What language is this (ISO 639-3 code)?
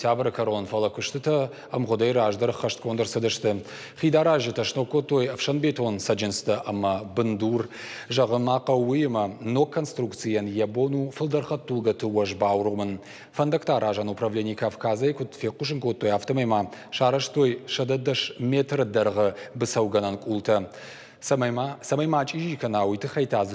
oss